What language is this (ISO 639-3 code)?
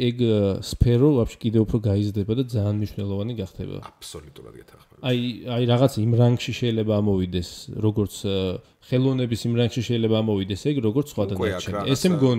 kat